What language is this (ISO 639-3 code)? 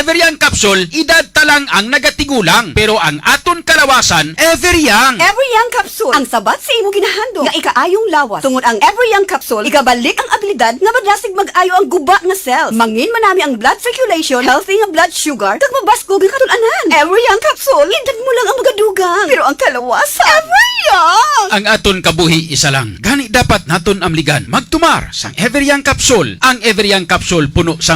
hil